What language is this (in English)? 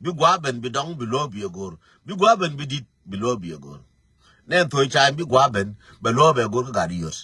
Nuer